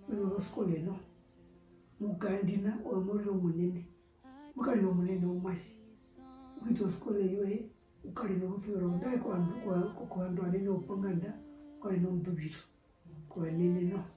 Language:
Herero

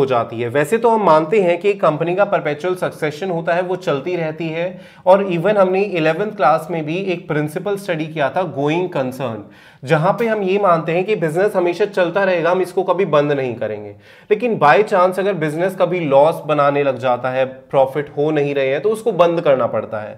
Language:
Hindi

